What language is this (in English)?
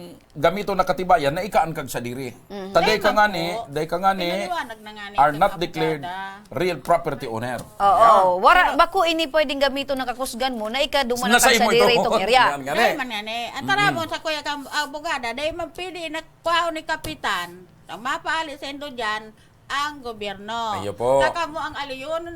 Bikol